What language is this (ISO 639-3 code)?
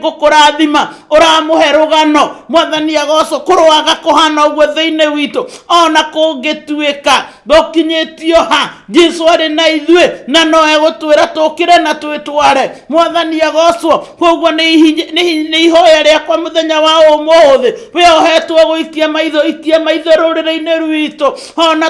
kik